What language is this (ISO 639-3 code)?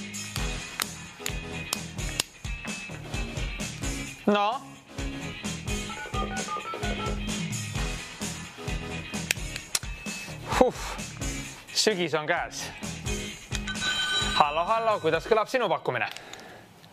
est